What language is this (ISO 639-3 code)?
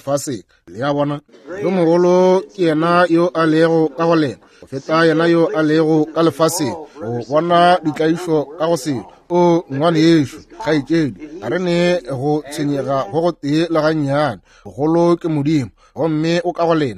nso